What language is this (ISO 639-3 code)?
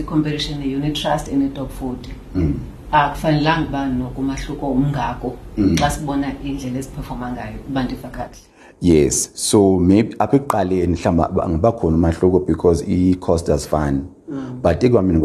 xho